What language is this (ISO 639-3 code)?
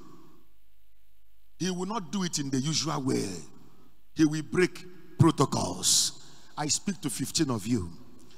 eng